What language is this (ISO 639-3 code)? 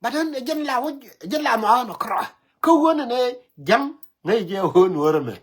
nus